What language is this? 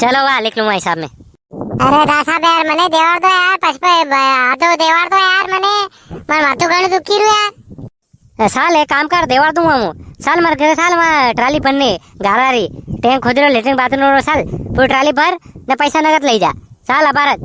Rajasthani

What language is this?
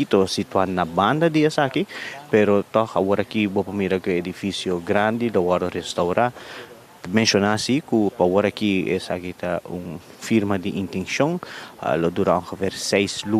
Papiamento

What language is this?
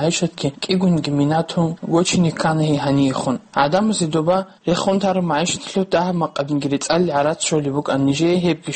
Avaric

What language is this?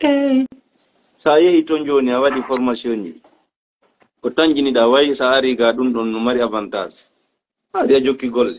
Fula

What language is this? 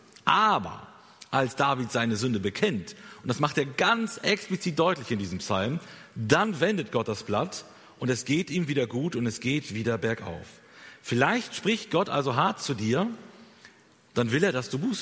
German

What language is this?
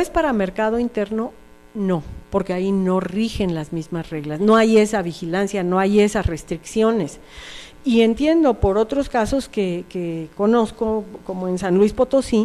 Spanish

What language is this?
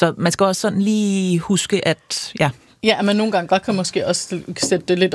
Danish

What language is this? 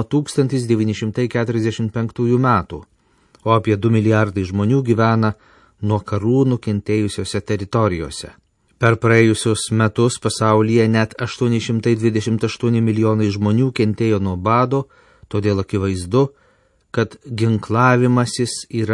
Lithuanian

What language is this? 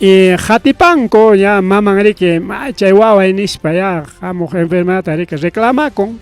Ayacucho Quechua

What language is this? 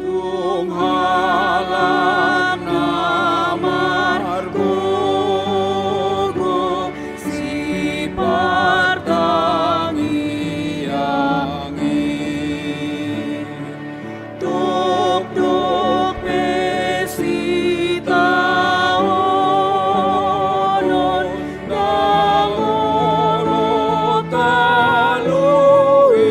Batak Toba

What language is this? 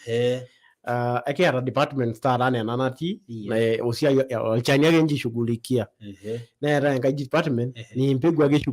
Masai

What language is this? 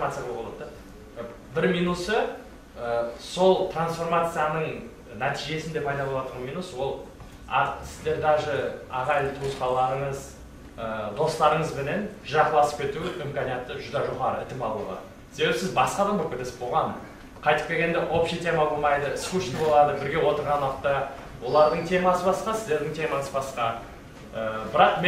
Kara-Kalpak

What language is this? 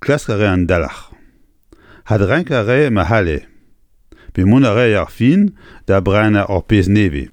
Breton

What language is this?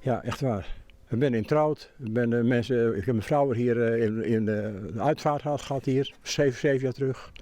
Western Frisian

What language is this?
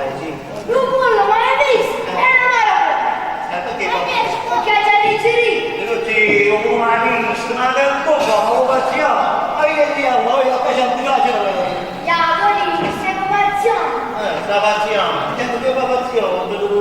Neapolitan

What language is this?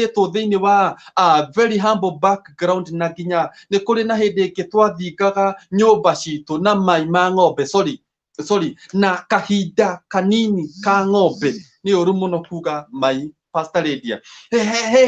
Kikuyu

